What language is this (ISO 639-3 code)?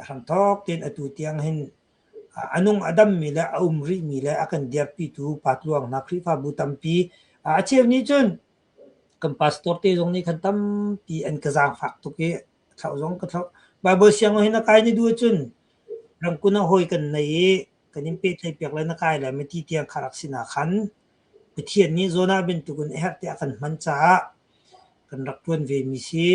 cnh